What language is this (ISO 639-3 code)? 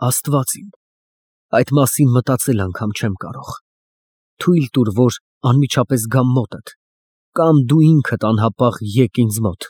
hye